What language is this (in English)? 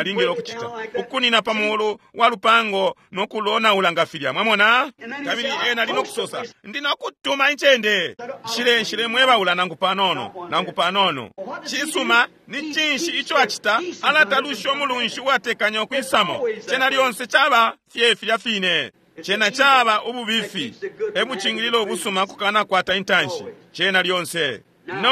Bemba